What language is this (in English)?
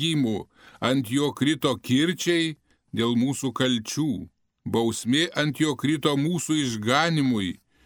Lithuanian